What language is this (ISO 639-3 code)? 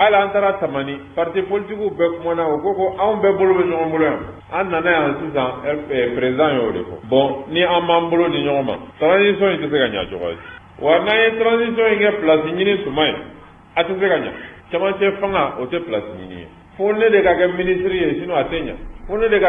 bam